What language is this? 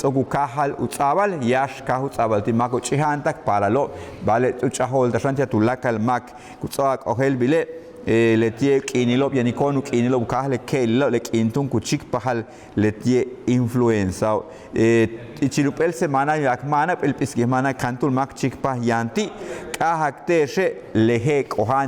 Yucateco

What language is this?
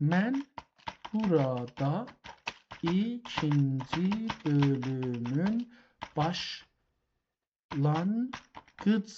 South Azerbaijani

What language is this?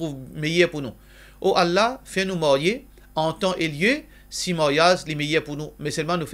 Morisyen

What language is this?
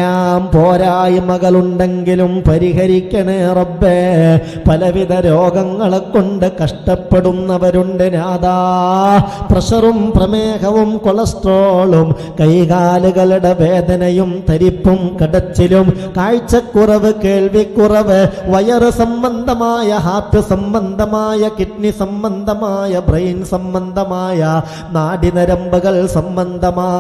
Malayalam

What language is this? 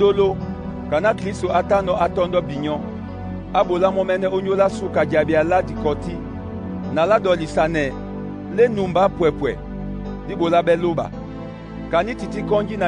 Duala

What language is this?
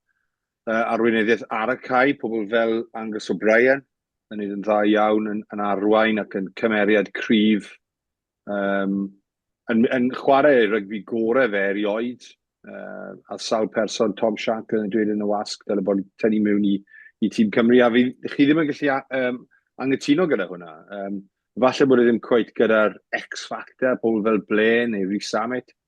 Welsh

